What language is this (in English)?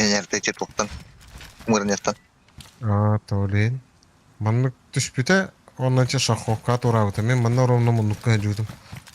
Yakut